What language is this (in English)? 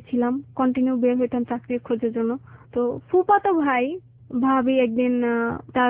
Bangla